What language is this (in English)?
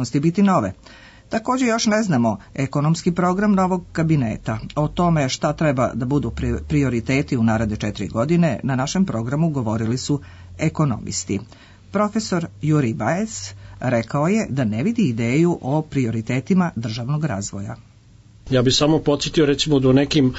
Serbian